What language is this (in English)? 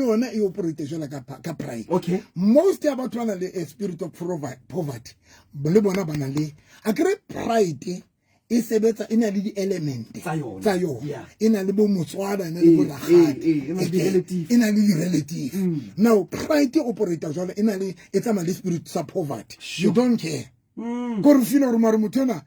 Southern Sotho